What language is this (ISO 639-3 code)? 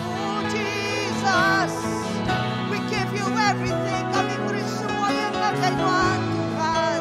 iba